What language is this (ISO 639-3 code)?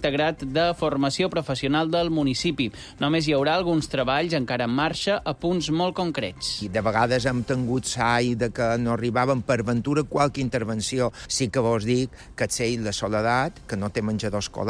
cat